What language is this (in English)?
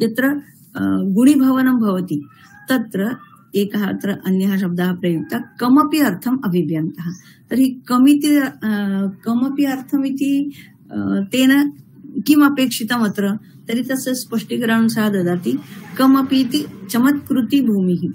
Sanskrit